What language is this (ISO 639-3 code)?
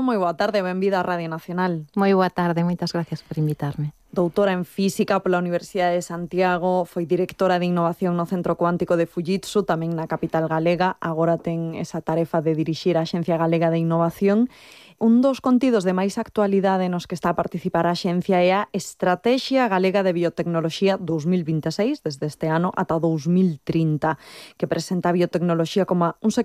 glg